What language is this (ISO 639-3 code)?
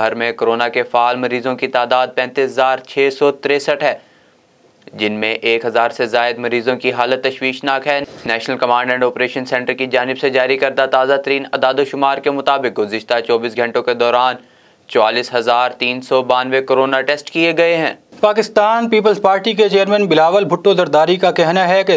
urd